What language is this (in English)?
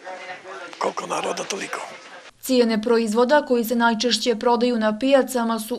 Bosnian